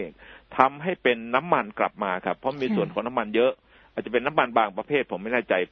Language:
Thai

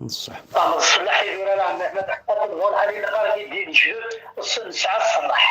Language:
Kabyle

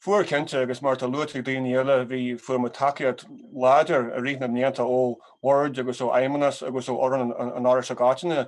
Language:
Irish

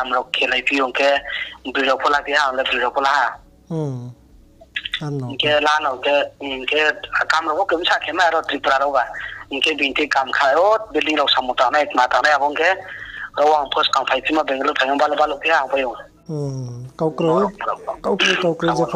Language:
Riang (India)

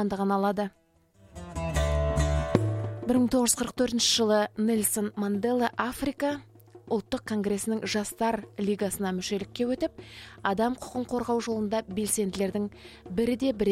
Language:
Kazakh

